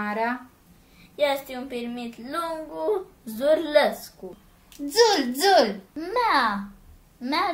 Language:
Aromanian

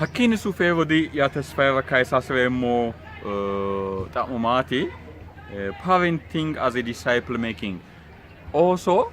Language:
Sidamo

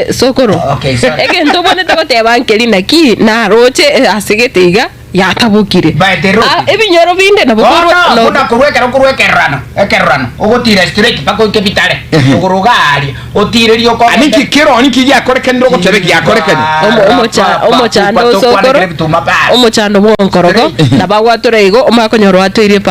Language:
Gusii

